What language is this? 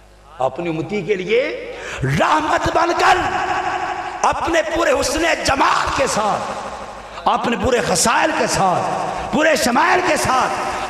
Urdu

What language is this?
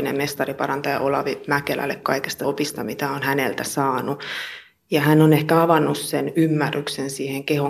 Finnish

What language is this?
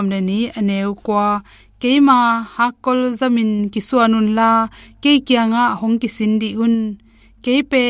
Tedim Chin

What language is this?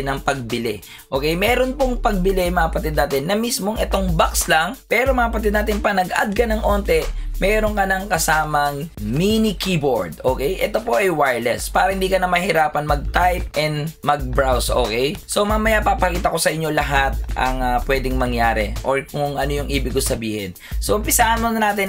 Filipino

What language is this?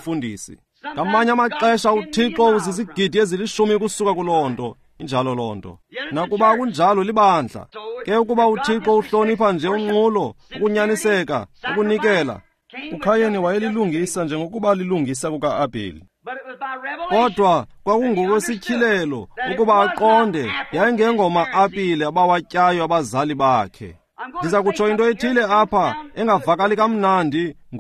Xhosa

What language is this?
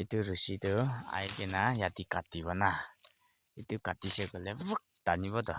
Naga Pidgin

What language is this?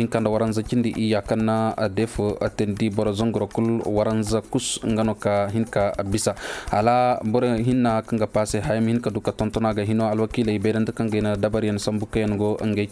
Koyraboro Senni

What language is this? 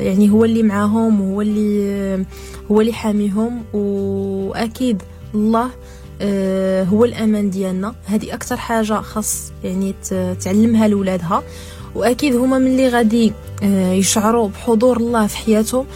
Moroccan Arabic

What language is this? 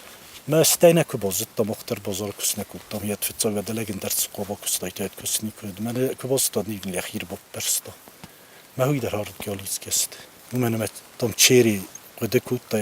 Ossetic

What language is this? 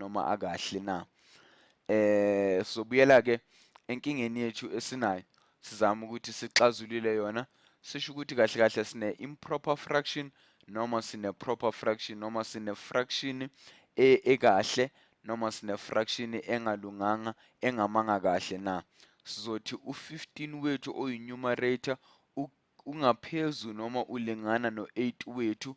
Zulu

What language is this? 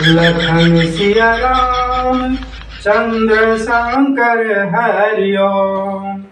Chhattisgarhi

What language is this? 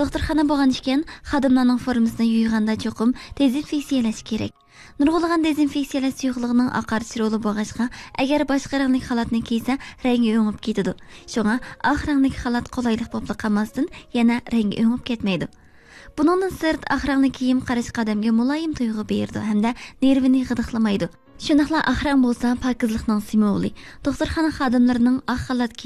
Uyghur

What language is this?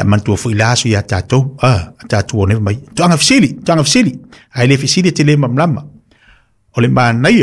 Samoan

